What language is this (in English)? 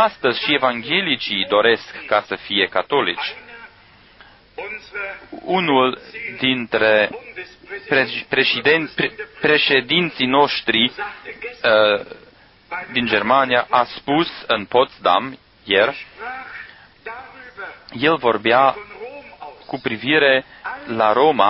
Romanian